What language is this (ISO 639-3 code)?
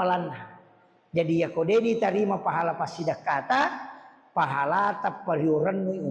bug